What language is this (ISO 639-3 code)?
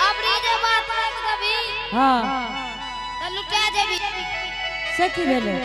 anp